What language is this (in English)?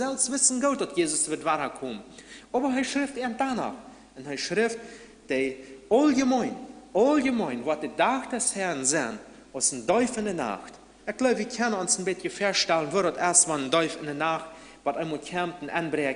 Plautdietsch